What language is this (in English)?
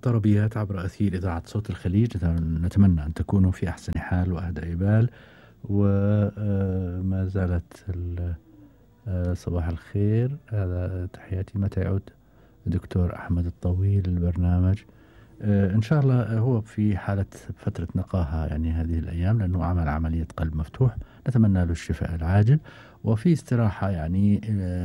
Gulf Arabic